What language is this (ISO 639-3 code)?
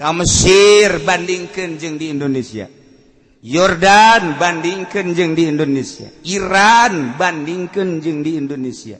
sun